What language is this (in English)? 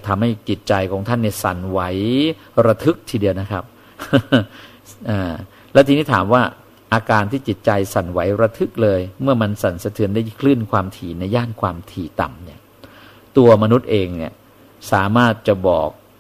Thai